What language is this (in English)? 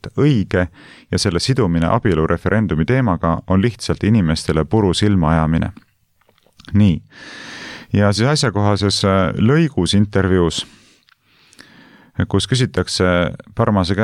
Estonian